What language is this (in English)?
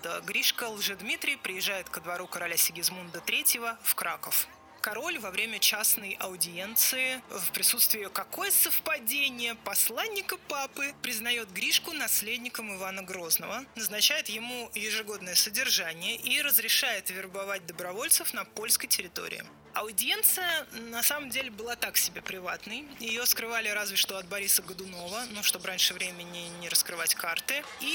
Russian